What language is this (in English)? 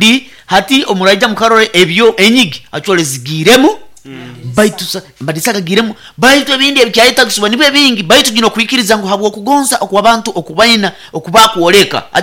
Nyoro